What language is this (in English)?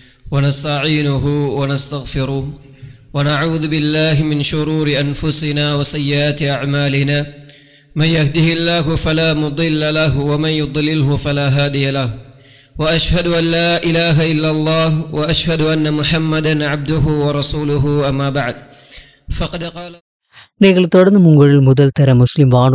Tamil